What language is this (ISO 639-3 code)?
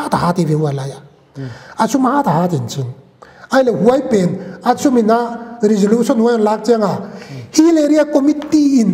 pck